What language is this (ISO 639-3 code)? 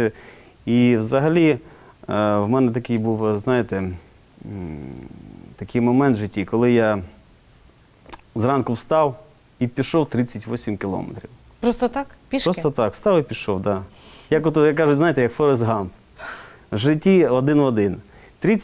ukr